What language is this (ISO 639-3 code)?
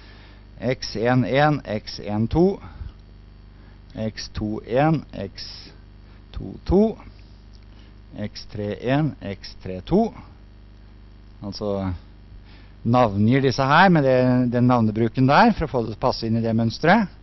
nor